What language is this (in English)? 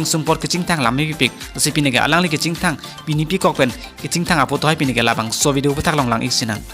Karbi